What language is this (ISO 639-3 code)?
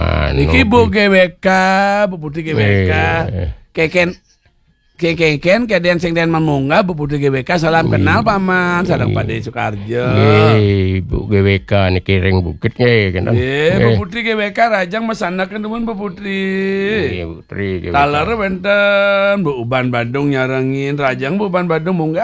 ban